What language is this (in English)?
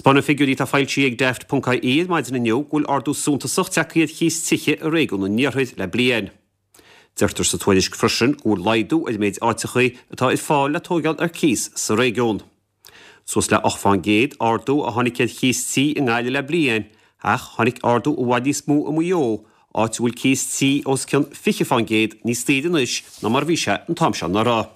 Irish